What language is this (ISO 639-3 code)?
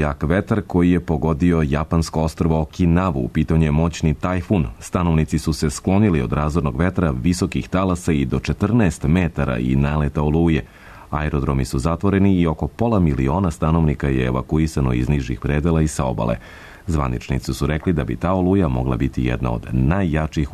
srp